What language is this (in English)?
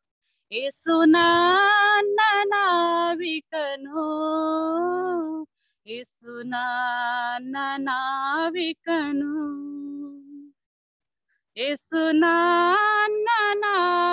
Kannada